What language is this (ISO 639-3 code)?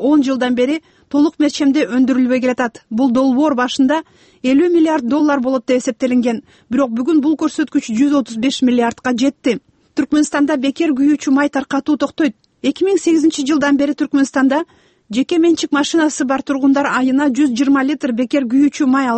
kir